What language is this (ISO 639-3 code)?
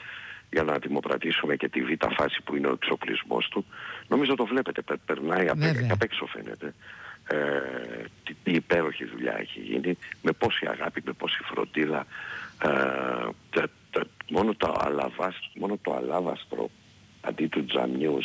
ell